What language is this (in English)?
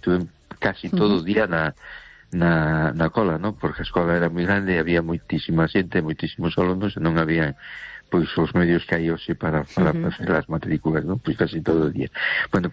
Galician